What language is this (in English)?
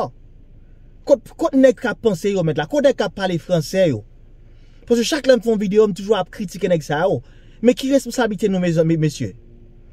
Haitian Creole